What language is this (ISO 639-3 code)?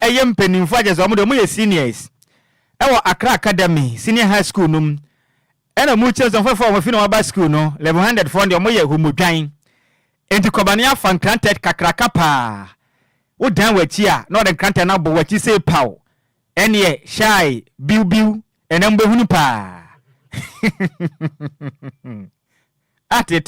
aka